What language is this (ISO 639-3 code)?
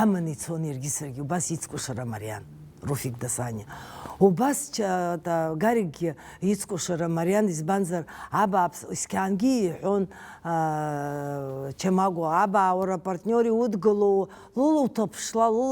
abk